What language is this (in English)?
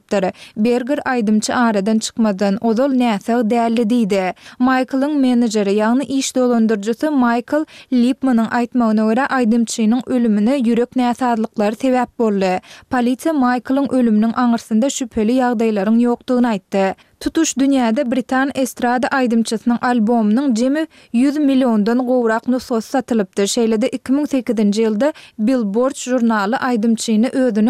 Turkmen